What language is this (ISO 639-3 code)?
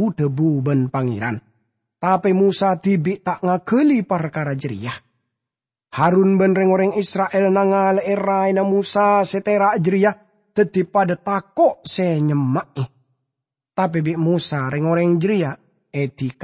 mad